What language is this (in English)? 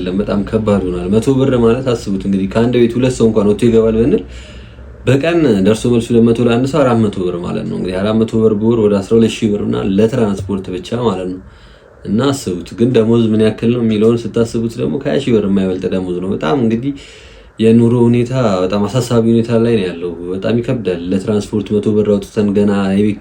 Amharic